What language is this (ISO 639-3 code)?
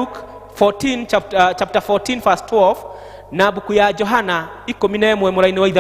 kik